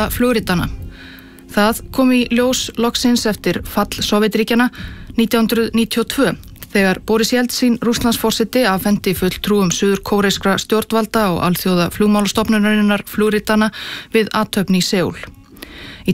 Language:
Icelandic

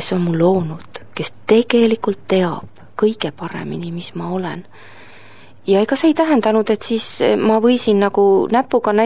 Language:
Estonian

